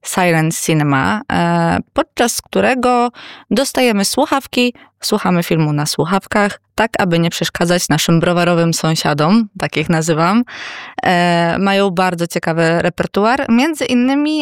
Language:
Polish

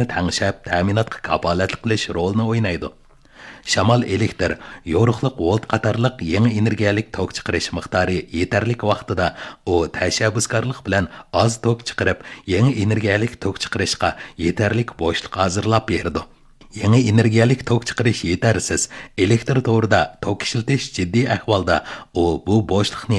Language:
Uyghur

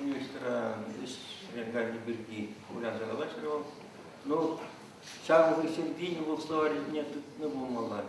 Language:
Chuvash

